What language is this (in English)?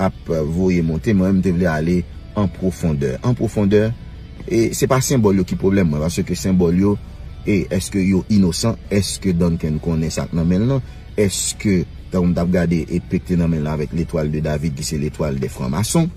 Haitian Creole